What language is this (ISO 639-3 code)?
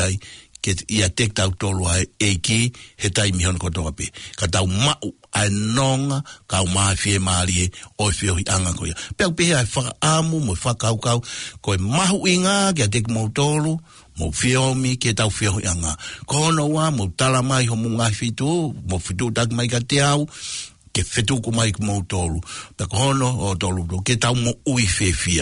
ton